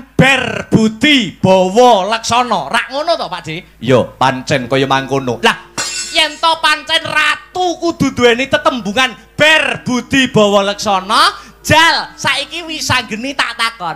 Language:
Javanese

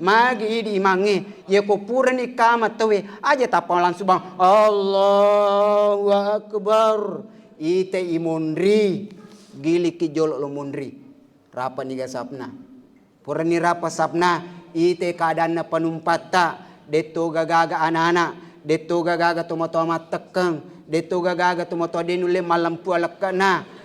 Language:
Buginese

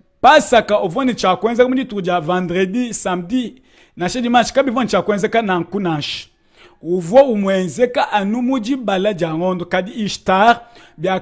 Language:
Luba-Lulua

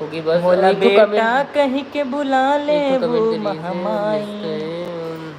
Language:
Chhattisgarhi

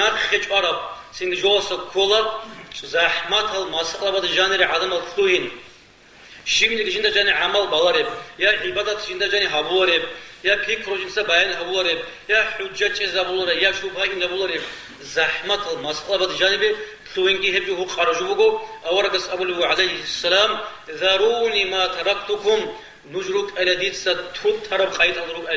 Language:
Avaric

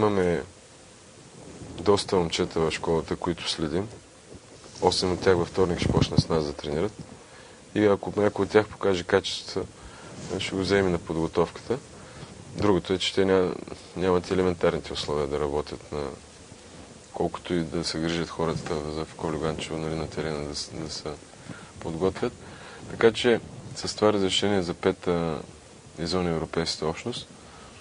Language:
Bulgarian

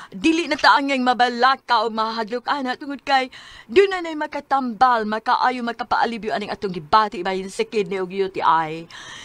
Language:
Cebuano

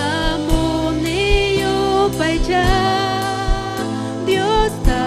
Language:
Ayacucho Quechua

